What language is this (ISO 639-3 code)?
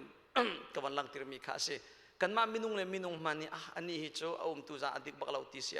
cnh